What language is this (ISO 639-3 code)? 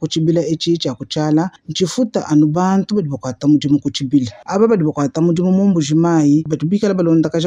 lua